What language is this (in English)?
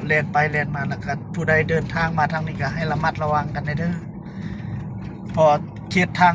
Lao